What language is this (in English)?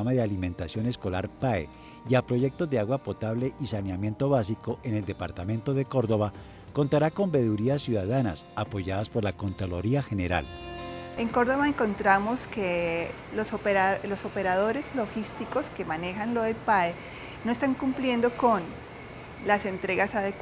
Spanish